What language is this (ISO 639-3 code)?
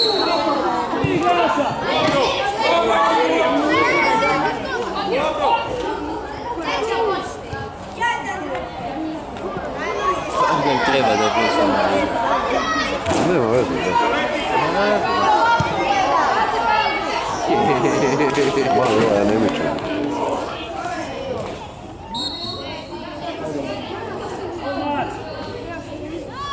hrv